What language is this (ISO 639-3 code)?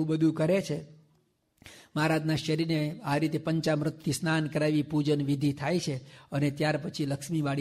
guj